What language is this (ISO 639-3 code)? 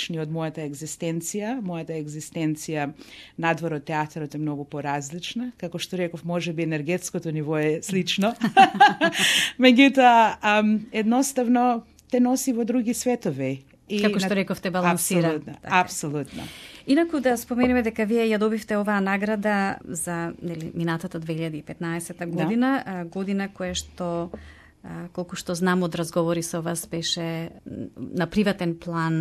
mkd